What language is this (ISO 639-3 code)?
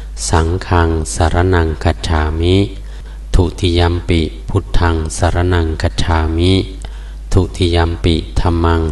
pli